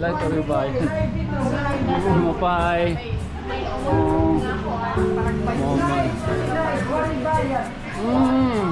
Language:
Waray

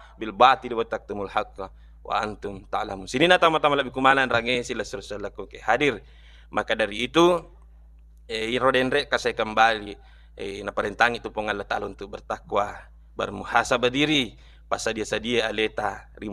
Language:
Buginese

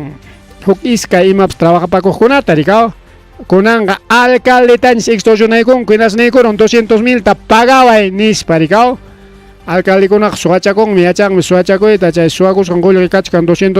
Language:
Ayacucho Quechua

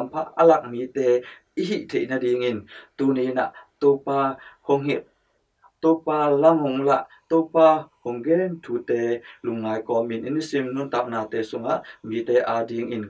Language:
Tedim Chin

